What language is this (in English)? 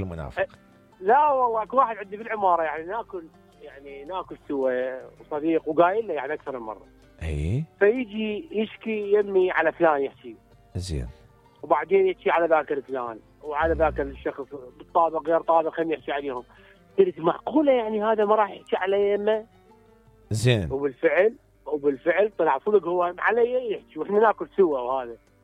Mesopotamian Arabic